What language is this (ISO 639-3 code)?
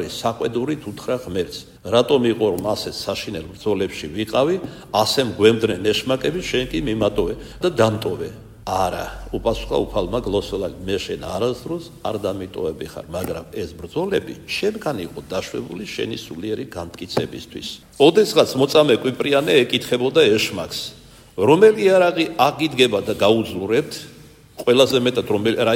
kat